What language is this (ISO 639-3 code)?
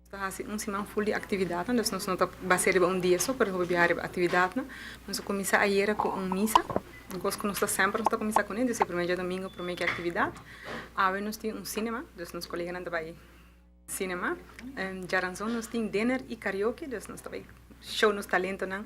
pap